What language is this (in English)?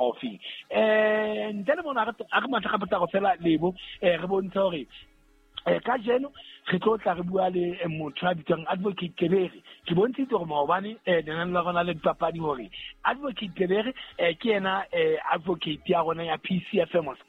Southern Sotho